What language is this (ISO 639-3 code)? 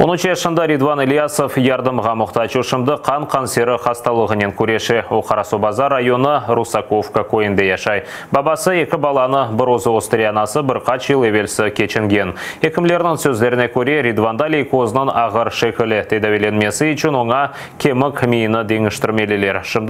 crh